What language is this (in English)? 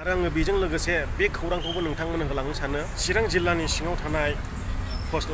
Bodo